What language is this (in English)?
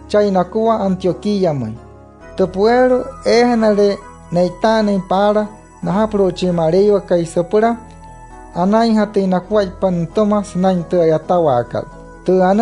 Wayuu